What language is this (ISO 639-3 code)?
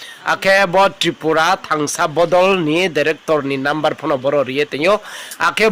ria